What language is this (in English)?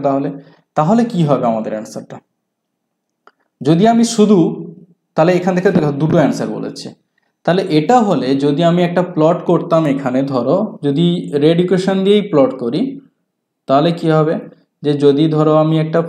Bangla